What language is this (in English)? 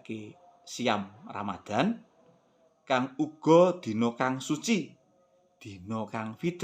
Javanese